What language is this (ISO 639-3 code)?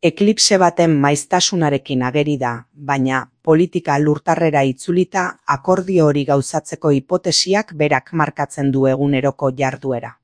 eus